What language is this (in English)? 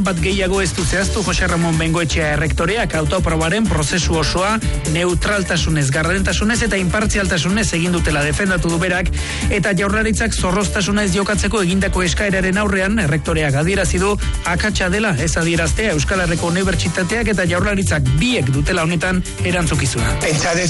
Basque